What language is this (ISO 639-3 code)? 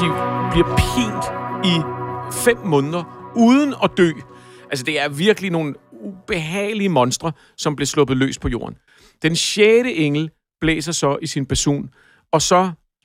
dan